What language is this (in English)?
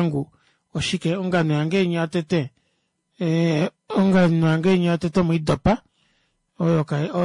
Kuanyama